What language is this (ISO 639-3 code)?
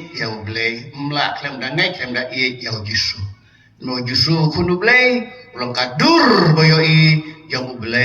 kha